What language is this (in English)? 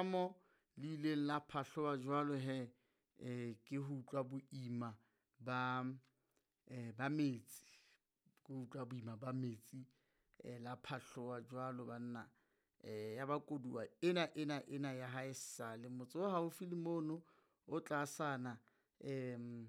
Southern Sotho